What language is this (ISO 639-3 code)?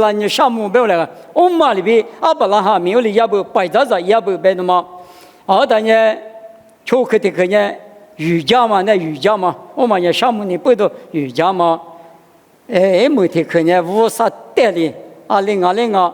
lis